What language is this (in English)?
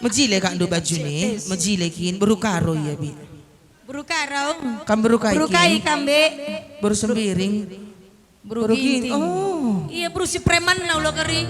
Batak Karo